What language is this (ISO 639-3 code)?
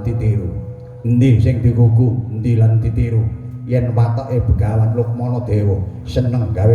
jav